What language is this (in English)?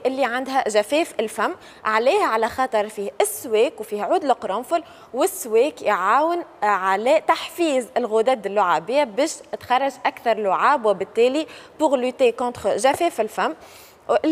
Tunisian Arabic